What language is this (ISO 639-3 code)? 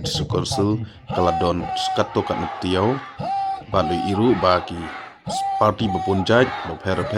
kha